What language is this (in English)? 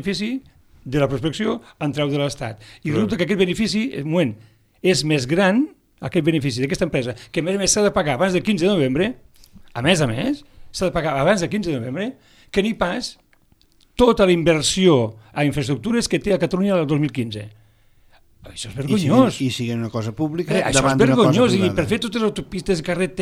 Catalan